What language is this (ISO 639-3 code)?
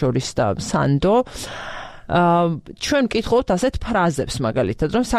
kat